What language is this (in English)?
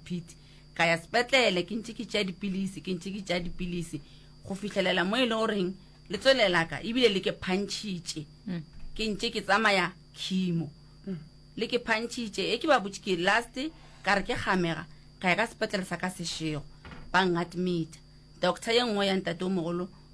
Northern Sotho